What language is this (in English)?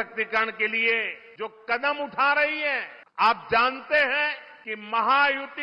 Sanskrit